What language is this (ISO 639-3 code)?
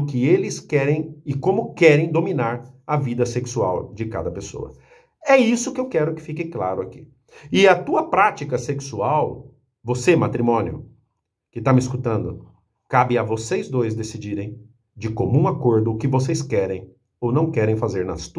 por